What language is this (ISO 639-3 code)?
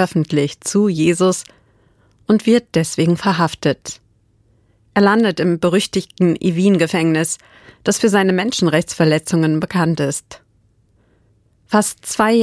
deu